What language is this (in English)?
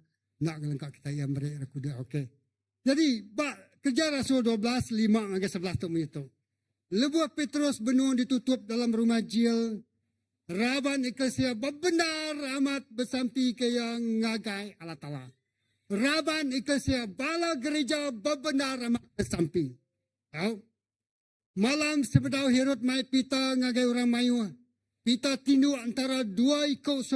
Iban